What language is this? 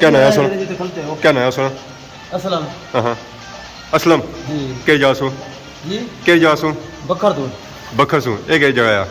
Pahari-Potwari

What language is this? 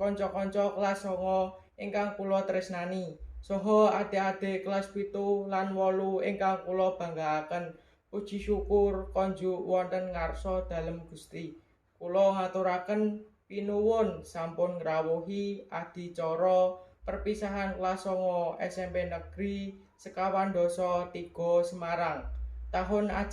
Javanese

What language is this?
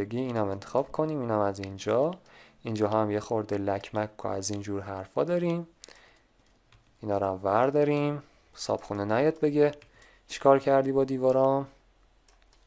Persian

